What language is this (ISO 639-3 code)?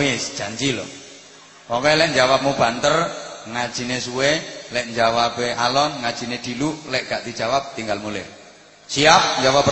jav